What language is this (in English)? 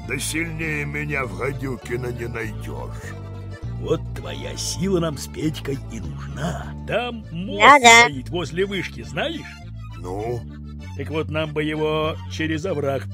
Russian